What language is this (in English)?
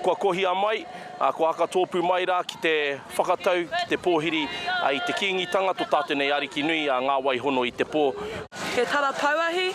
Māori